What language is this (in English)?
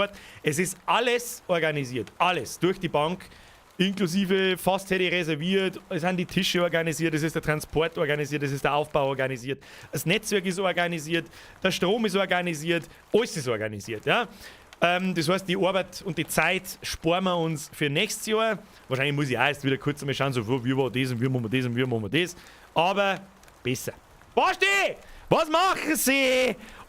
Bavarian